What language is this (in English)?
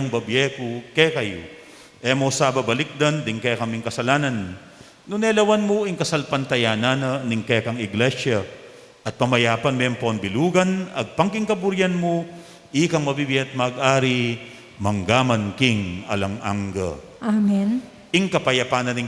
Pampanga